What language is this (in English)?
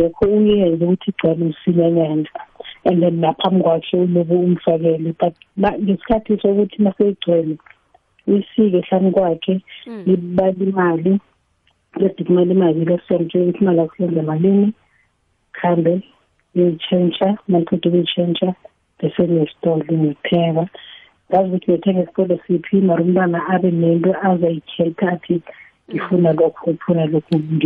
South Ndebele